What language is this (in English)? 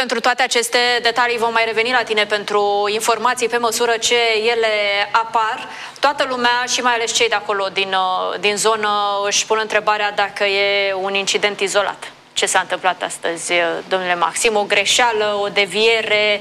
Romanian